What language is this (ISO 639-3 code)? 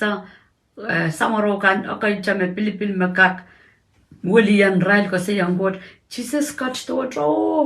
pon